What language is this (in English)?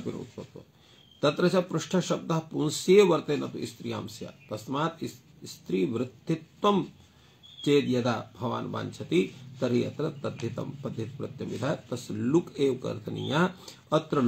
Sanskrit